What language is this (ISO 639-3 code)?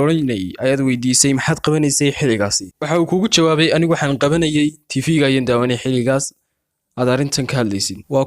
som